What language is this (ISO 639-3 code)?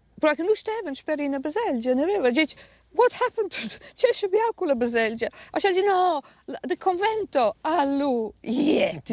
roh